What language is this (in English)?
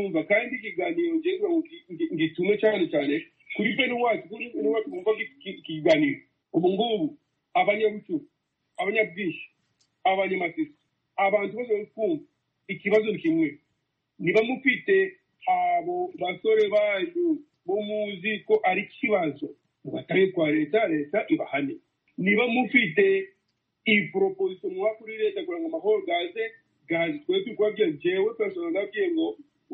Kinyarwanda